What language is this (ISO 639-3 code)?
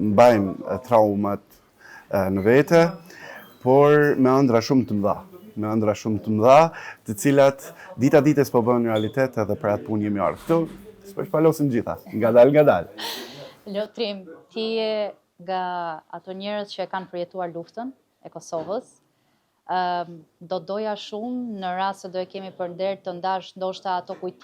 sqi